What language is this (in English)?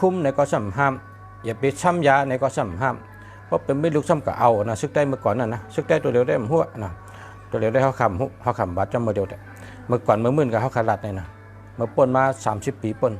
Shan